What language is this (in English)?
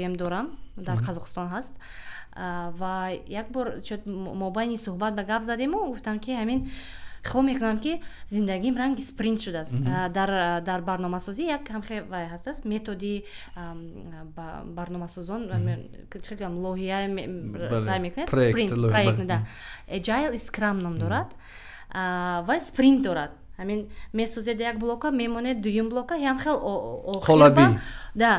Tajik